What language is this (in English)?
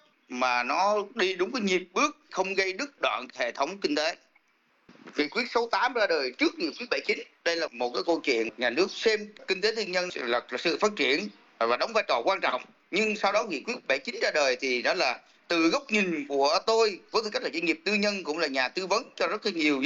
Vietnamese